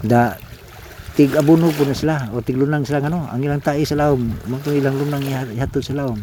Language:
Cebuano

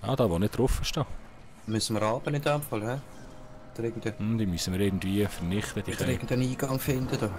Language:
Swiss German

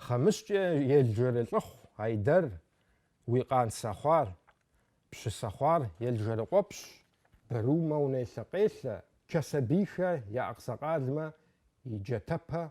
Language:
Kabardian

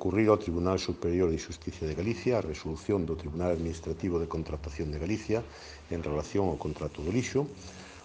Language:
Galician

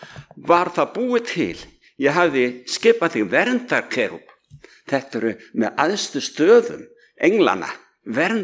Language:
Icelandic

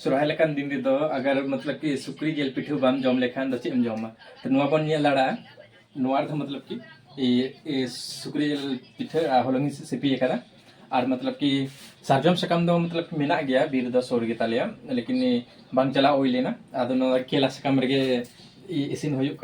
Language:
Santali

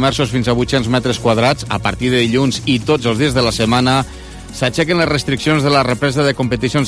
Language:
Catalan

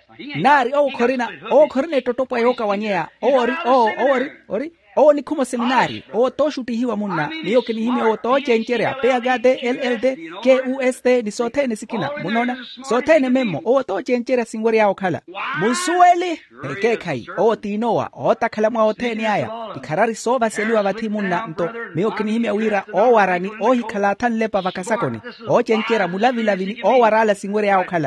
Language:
Makhuwa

